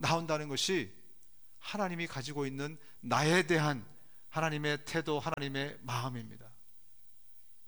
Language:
Korean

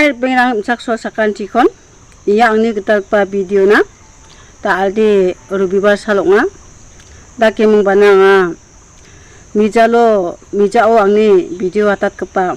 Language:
Garo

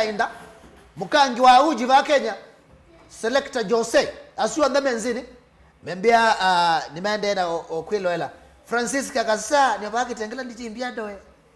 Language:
Kamba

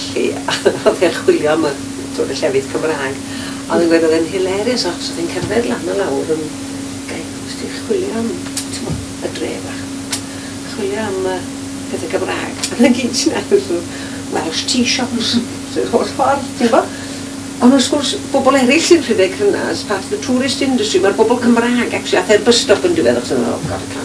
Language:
Welsh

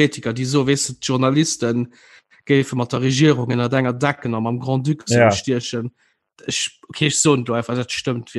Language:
Luxembourgish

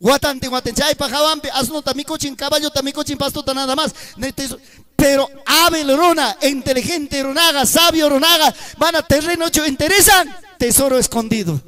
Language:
Ayacucho Quechua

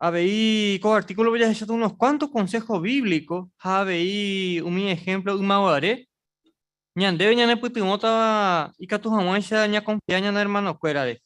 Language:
Guarani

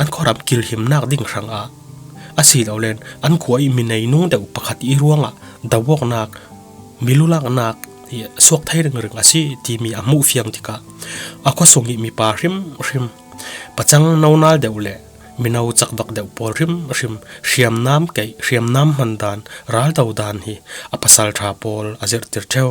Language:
Falam Chin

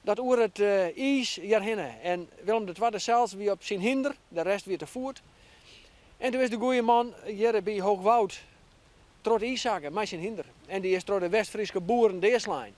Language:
Western Frisian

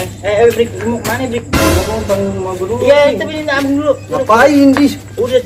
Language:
Betawi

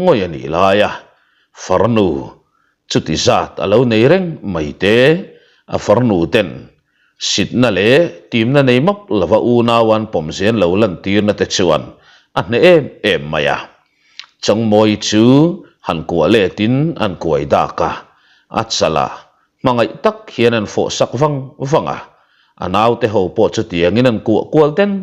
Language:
Mizo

